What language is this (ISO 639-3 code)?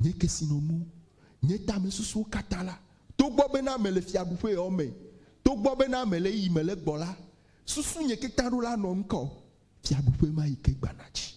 ewe